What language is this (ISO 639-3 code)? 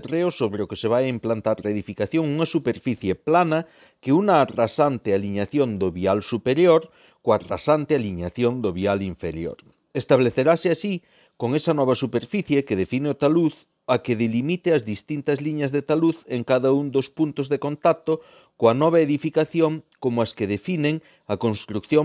glg